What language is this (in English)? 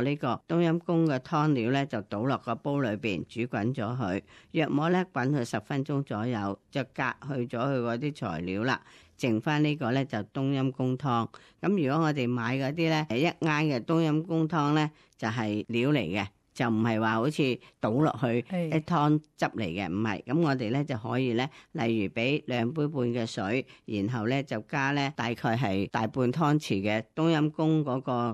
Cantonese